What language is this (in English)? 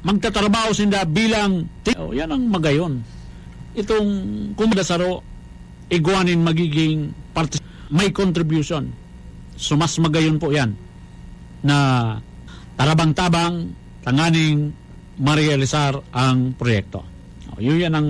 Bikol